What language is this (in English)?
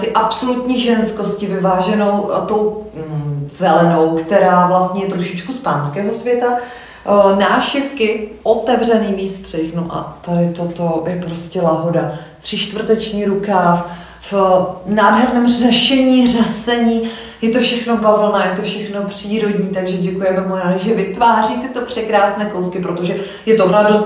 Czech